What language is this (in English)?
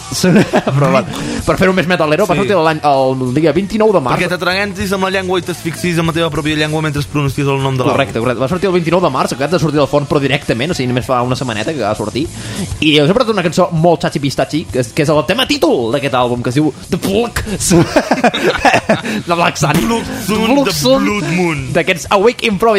Catalan